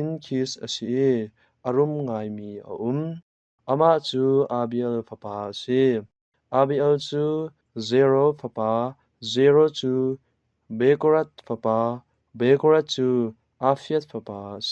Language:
Hakha Chin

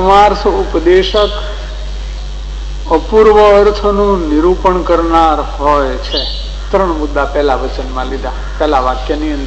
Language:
Gujarati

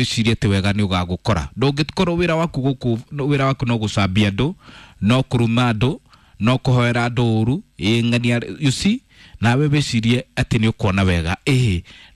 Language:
Kikuyu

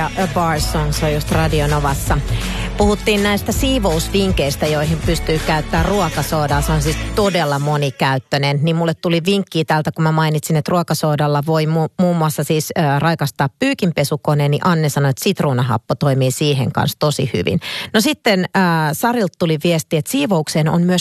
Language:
Finnish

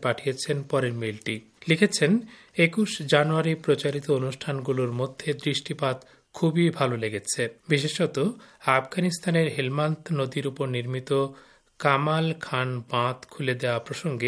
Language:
Bangla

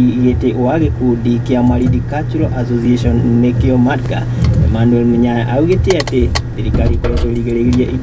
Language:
Kikuyu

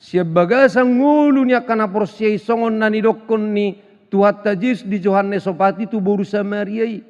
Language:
Batak Toba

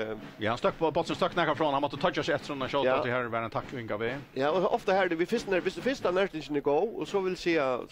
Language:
Faroese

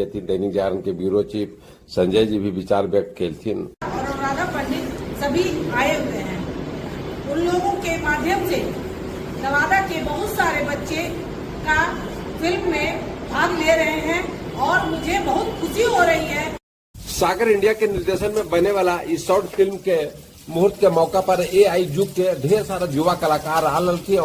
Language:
Magahi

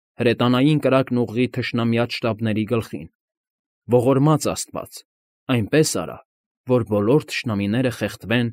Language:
Armenian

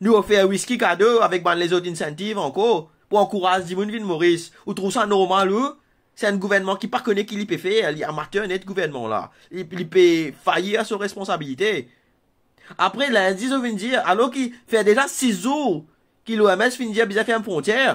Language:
Morisyen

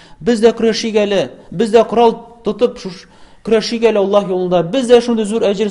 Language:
Tatar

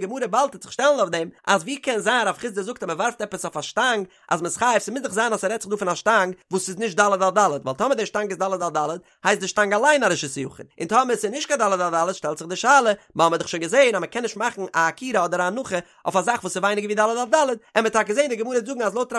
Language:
Yiddish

